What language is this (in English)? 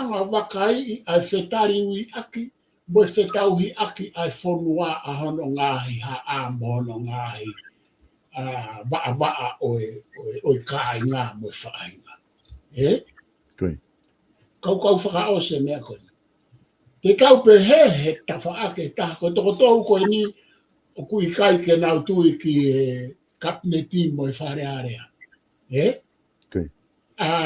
Tongan